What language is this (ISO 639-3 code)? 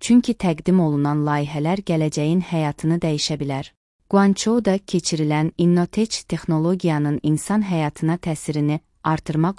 aze